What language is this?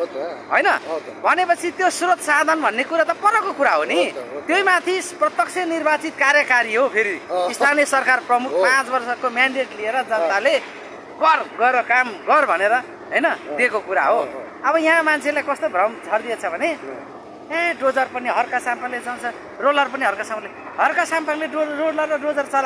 Nepali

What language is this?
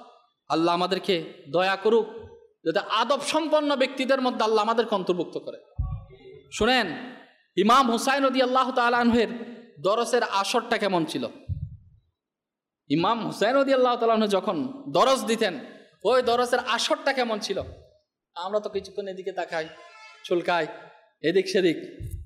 Bangla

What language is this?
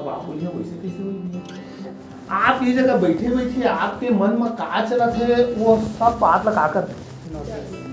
Chhattisgarhi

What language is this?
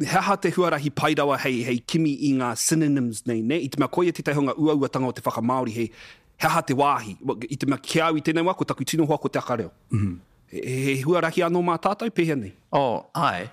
Māori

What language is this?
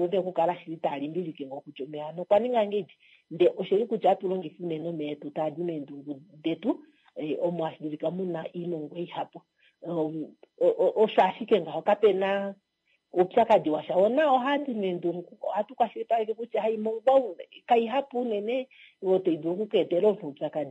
Kuanyama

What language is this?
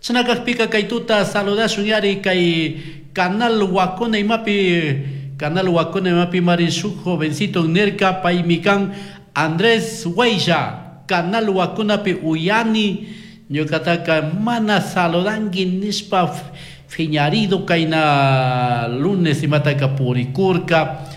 Chimborazo Highland Quichua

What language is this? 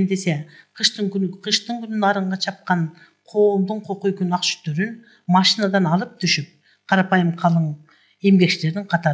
Kyrgyz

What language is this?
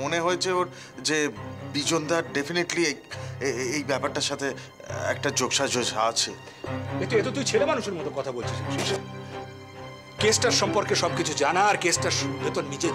Bangla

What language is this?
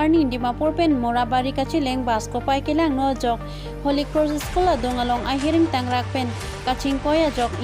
Karbi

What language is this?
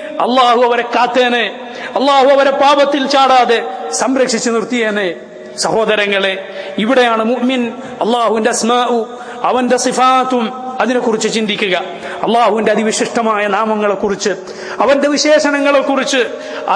Malayalam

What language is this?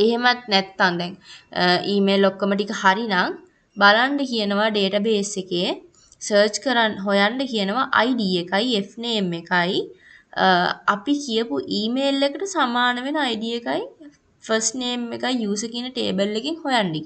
Sinhala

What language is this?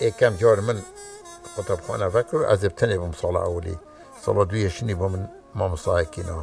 Kurdish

